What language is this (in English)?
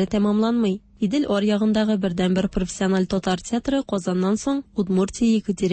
Tatar